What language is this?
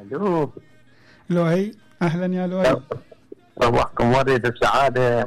Mesopotamian Arabic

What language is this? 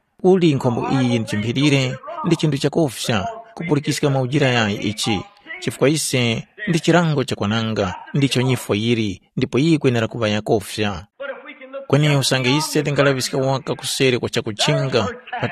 Tumbuka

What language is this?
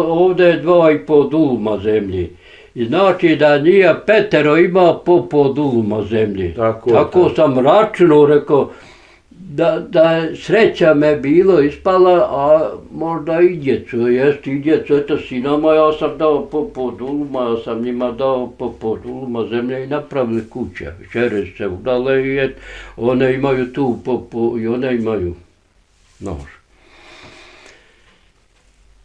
Bosnian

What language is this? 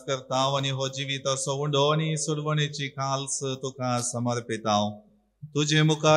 Konkani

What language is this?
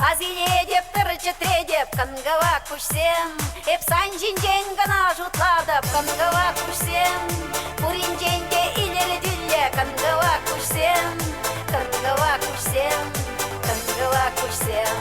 Chuvash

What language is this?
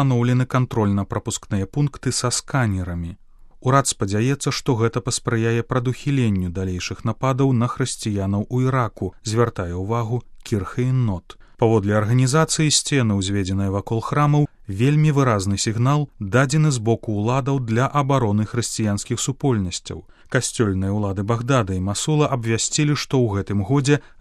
Belarusian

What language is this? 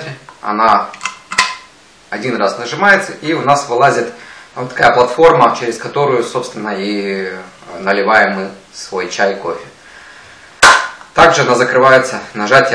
Russian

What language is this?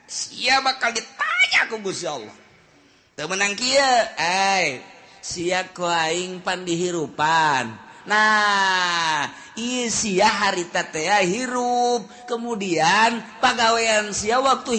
Sundanese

